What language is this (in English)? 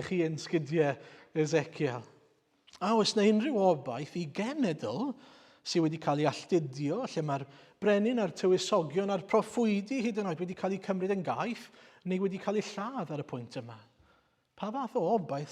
Welsh